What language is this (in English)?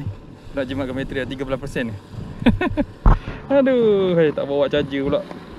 Malay